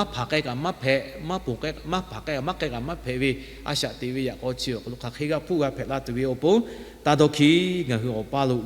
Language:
Lahu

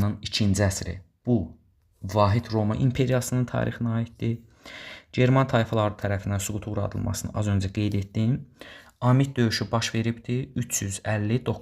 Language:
Azerbaijani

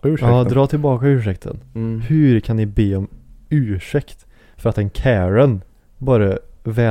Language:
Swedish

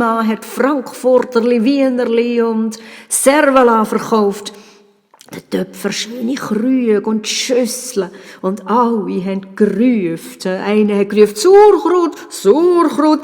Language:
Swiss German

